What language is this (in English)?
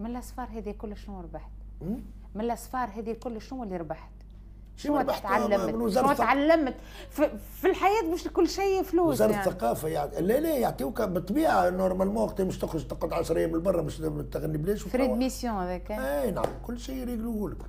Tunisian Arabic